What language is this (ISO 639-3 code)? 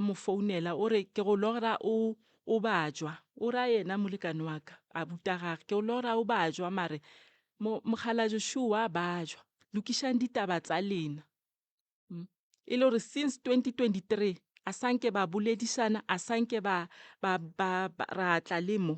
nso